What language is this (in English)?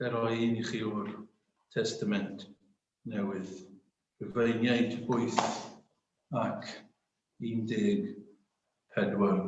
Welsh